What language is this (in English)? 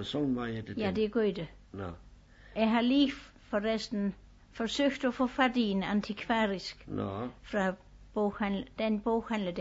Danish